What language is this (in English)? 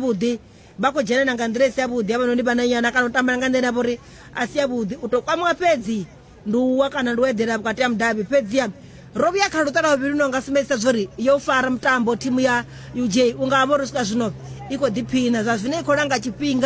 Venda